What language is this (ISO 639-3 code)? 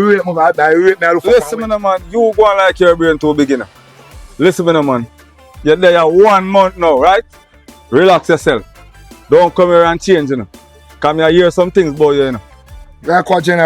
jam